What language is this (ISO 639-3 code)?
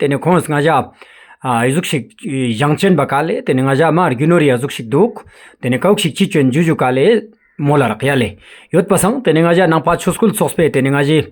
lbj